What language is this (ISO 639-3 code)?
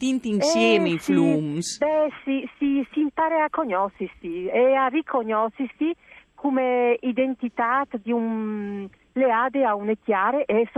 fur